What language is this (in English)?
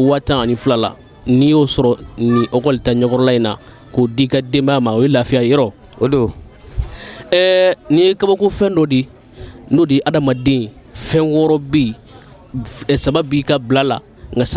Bambara